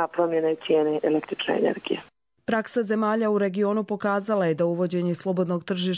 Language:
Croatian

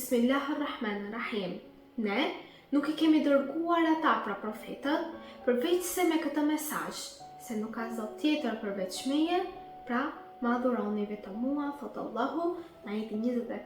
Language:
Albanian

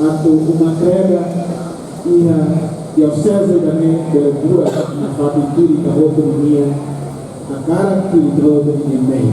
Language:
Tetum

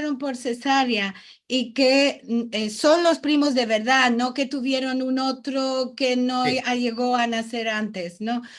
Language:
Ladino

